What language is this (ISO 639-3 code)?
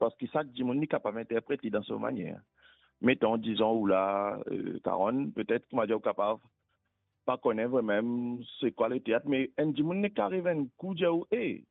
mfe